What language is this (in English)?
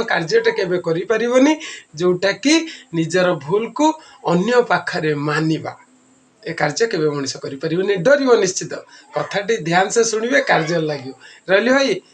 Odia